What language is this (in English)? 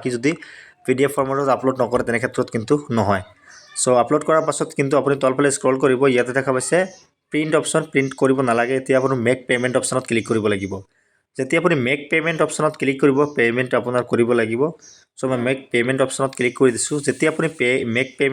Assamese